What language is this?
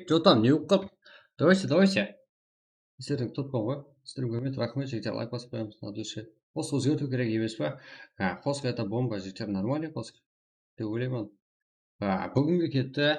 Kara-Kalpak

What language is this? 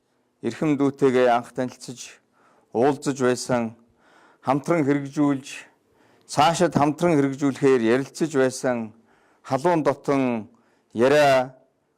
Mongolian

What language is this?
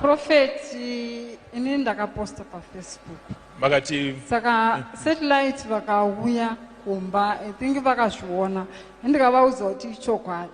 Shona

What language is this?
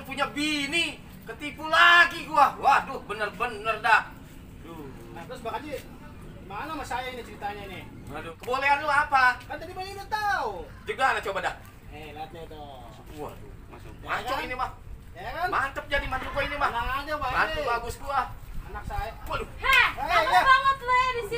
Betawi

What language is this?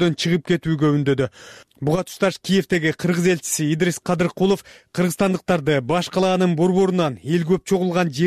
Kyrgyz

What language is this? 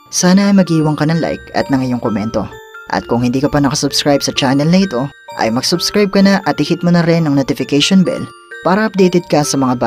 Filipino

